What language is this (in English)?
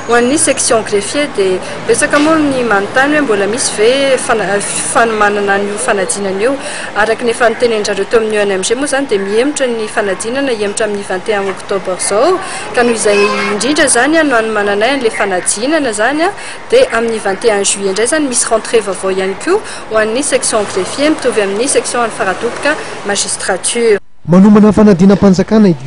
Malagasy